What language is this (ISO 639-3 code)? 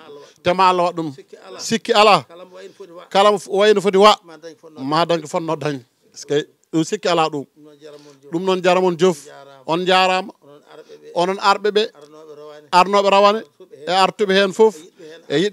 ful